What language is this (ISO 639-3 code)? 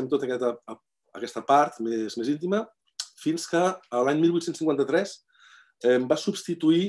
cat